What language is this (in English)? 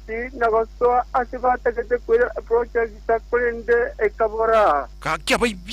Gusii